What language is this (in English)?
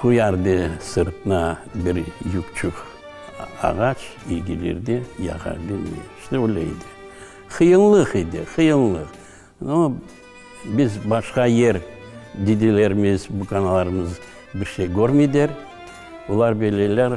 Crimean Tatar